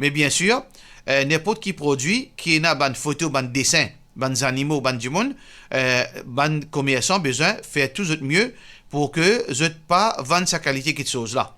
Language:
Morisyen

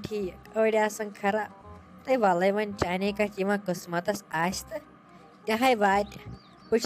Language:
Kashmiri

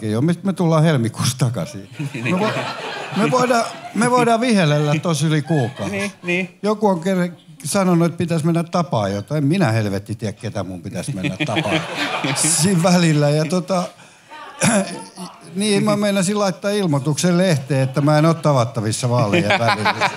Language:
Finnish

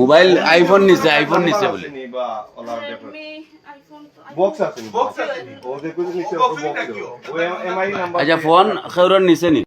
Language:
Sylheti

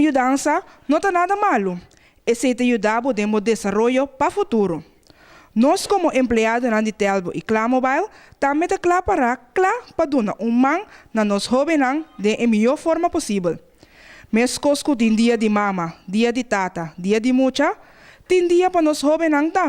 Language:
Papiamento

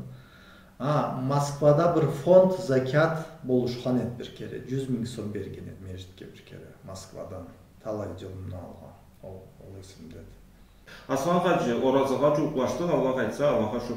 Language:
Karachay-Balkar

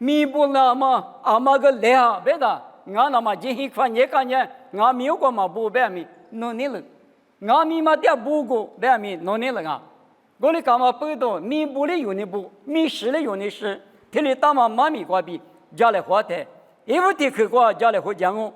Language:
Lisu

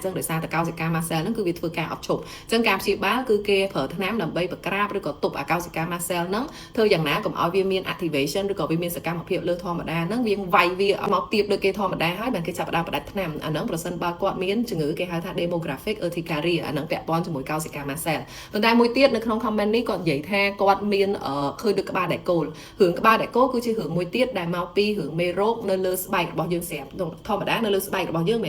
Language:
Khmer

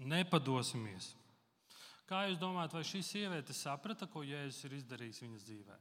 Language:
Latvian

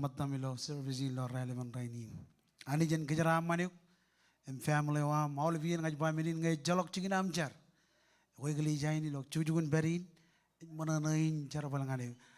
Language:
Marshallese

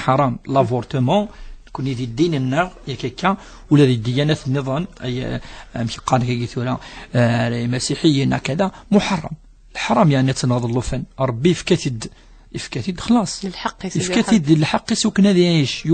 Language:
Kabyle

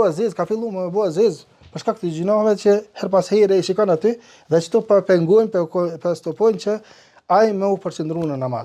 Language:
Albanian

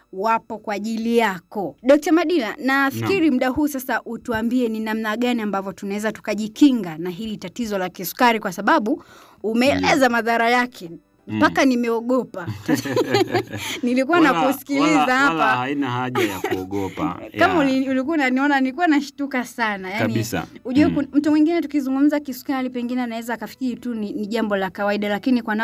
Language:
Swahili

